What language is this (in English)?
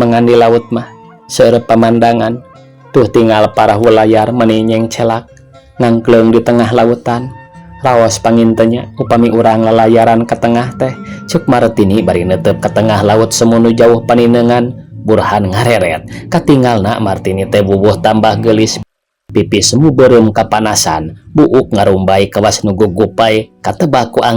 Sundanese